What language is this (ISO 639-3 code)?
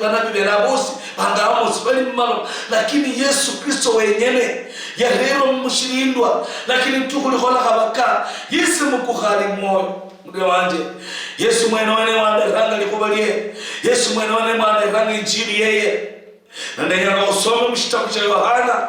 luy